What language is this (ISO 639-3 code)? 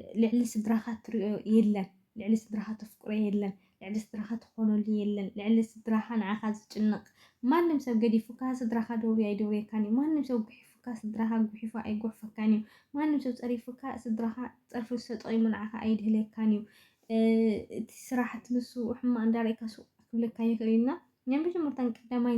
tir